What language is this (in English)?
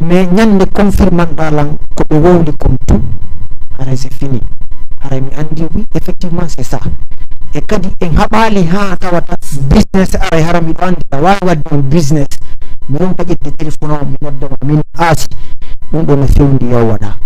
Fula